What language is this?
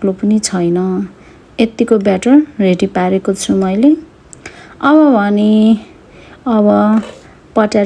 Nepali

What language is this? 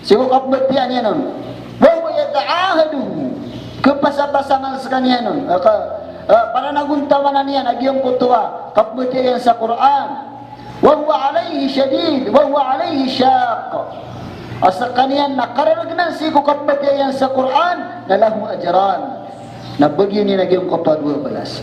Maranao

